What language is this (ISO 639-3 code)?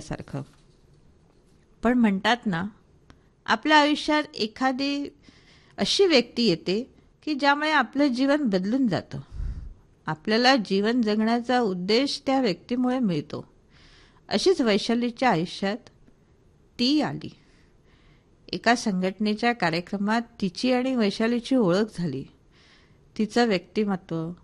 mar